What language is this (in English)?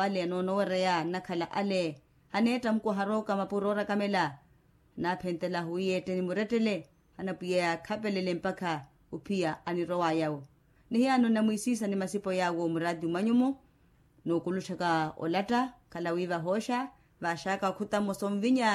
Makhuwa